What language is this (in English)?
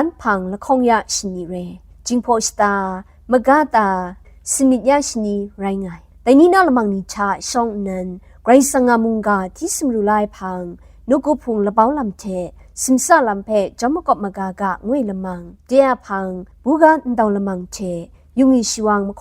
Kachin